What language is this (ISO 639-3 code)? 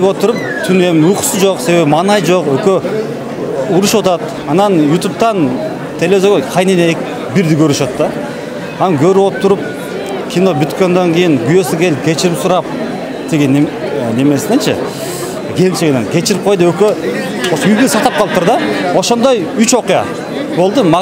kir